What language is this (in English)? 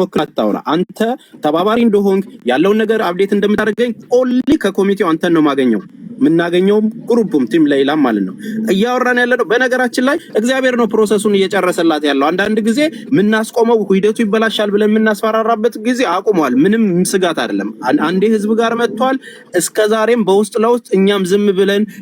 Amharic